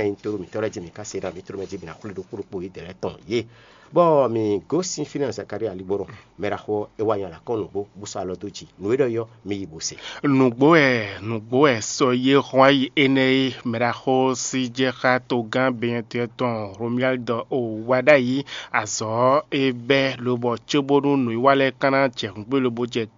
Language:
Fon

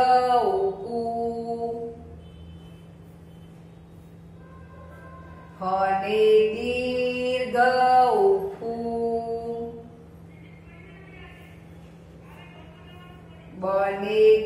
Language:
Gujarati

